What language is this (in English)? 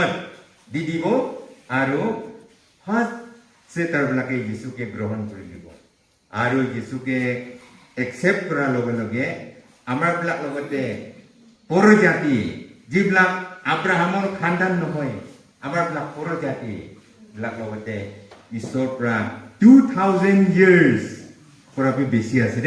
Naga Pidgin